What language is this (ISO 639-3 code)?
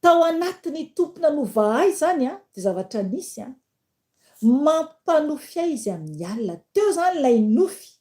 mlg